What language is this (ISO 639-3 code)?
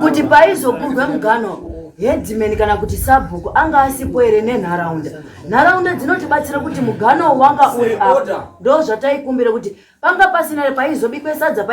sna